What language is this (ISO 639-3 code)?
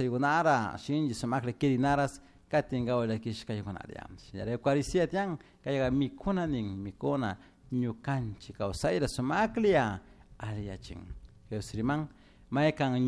qug